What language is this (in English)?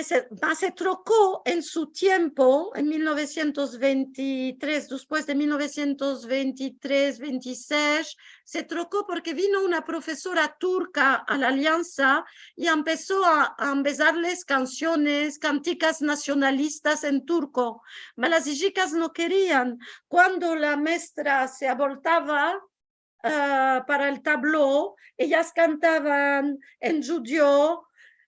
Ladino